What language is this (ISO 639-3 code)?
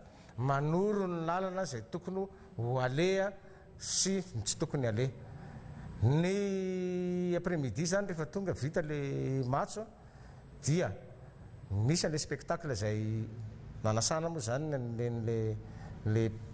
mlg